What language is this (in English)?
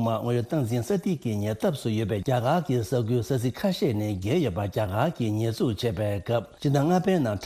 Tibetan